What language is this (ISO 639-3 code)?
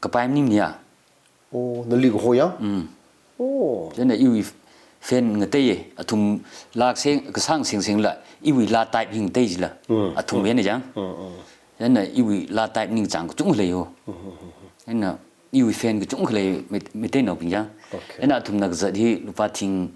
nmf